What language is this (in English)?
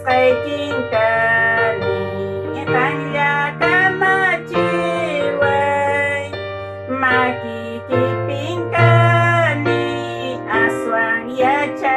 Ayacucho Quechua